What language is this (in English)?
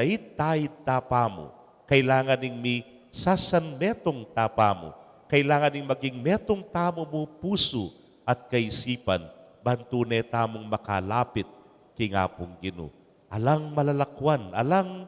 Pampanga